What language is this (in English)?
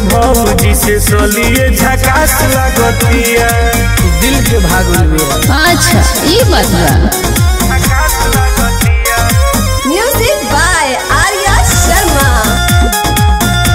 Bhojpuri